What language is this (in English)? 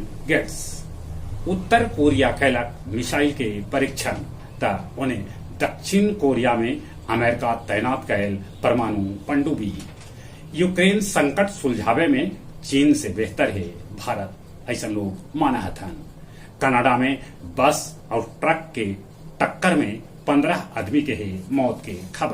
Magahi